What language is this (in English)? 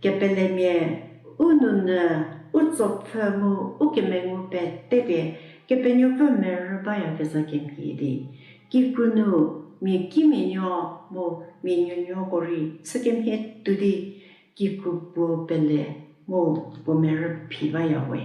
Angami Naga